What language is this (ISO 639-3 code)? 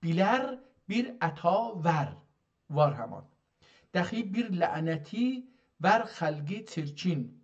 azb